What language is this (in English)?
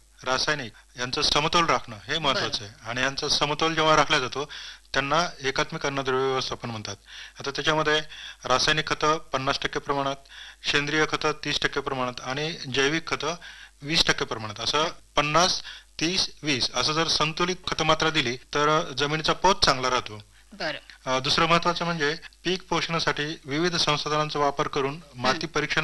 Marathi